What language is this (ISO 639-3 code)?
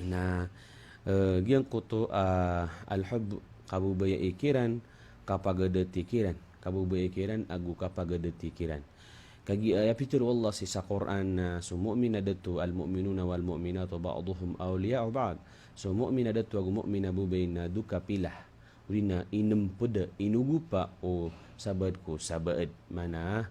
mrw